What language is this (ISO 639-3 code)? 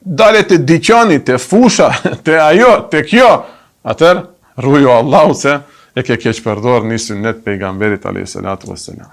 sqi